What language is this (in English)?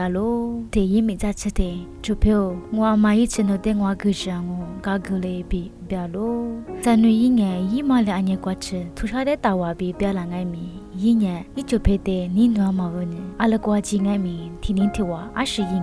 Lisu